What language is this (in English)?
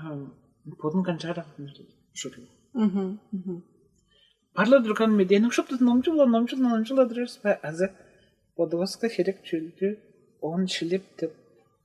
Tuvinian